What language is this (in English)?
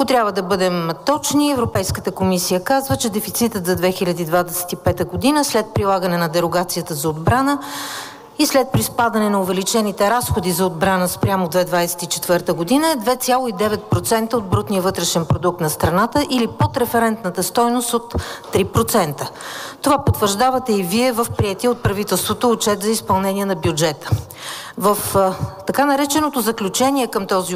Bulgarian